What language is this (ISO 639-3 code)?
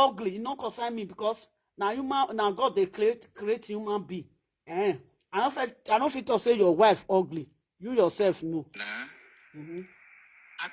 pcm